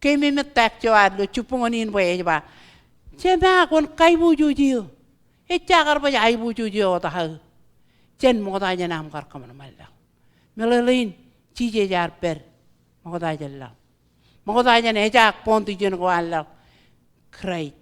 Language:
Marshallese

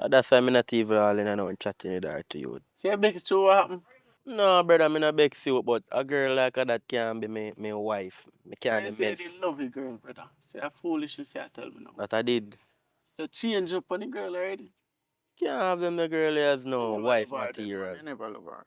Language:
Jamaican Creole English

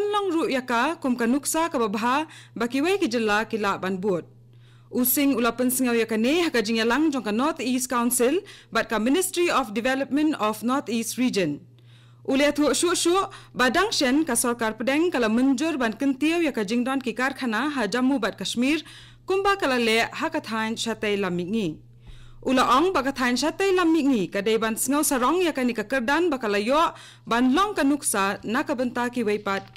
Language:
Khasi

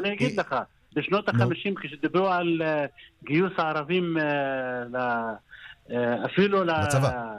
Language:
Hebrew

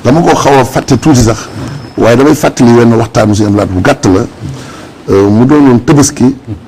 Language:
Wolof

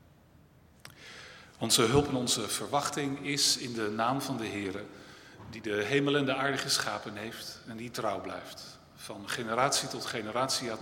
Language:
Dutch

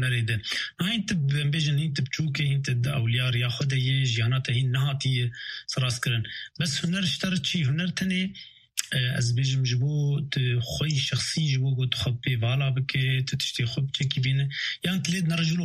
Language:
Kurdish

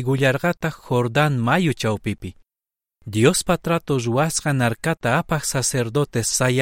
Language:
South Bolivian Quechua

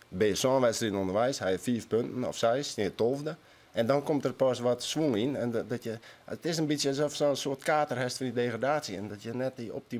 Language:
Western Frisian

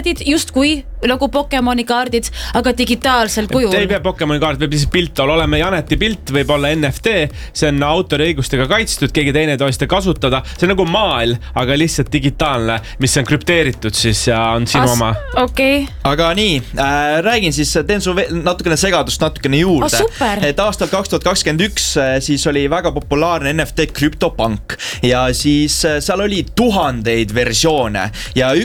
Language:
Estonian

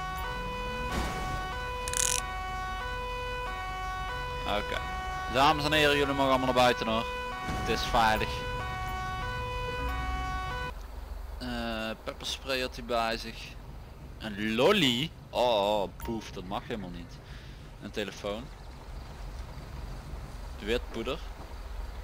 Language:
Dutch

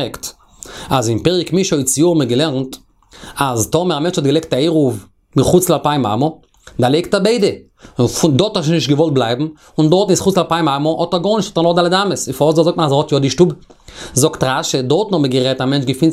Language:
Yiddish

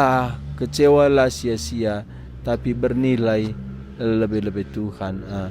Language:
Batak Karo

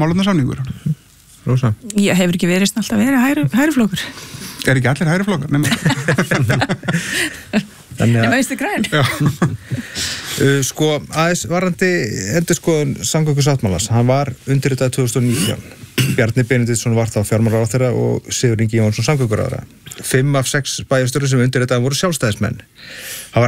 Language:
Icelandic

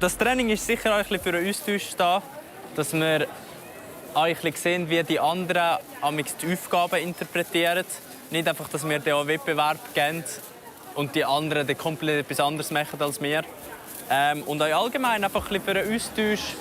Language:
Swiss German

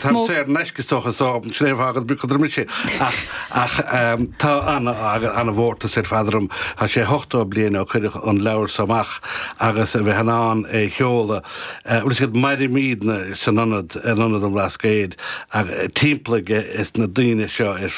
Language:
Irish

